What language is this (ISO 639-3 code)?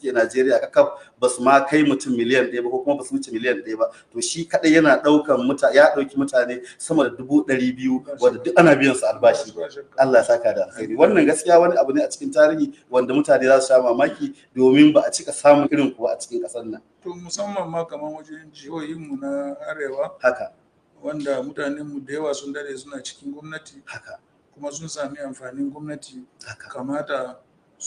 hau